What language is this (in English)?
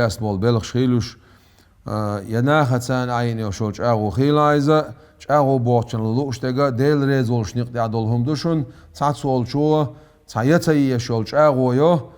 Chechen